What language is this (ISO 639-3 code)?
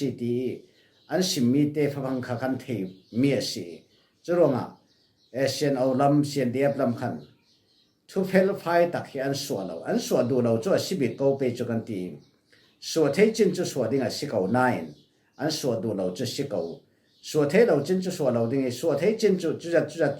cfm